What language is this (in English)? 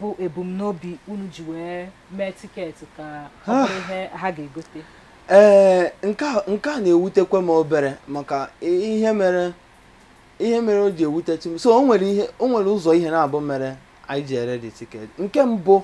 Igbo